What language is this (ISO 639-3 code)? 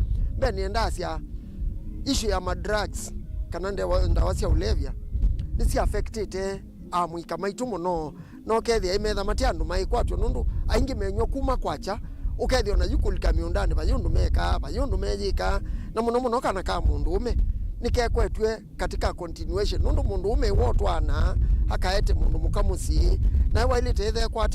kam